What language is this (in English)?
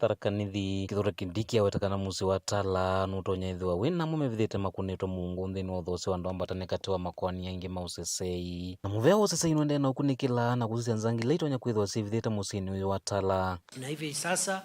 Kamba